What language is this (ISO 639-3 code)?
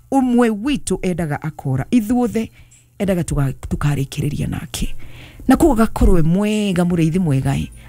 kik